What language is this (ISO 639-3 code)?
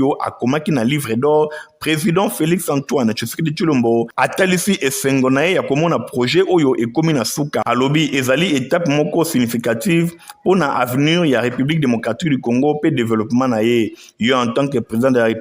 lin